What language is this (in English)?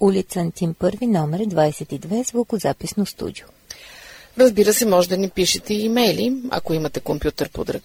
Bulgarian